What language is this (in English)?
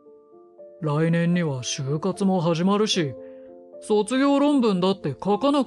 Japanese